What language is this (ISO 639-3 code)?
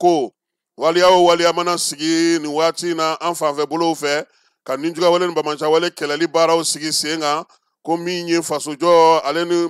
bam